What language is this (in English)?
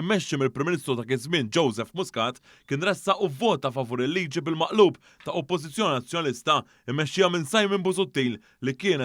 Maltese